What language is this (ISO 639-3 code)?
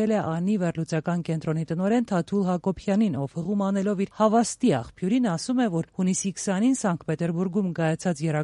hye